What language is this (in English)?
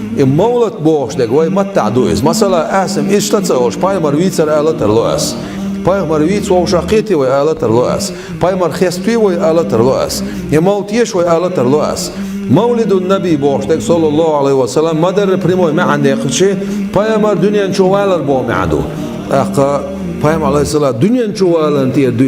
Chechen